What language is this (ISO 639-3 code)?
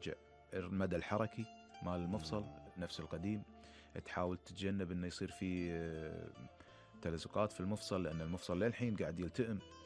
afb